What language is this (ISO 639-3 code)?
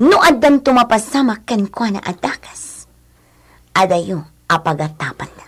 ilo